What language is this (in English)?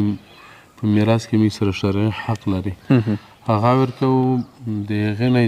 Pashto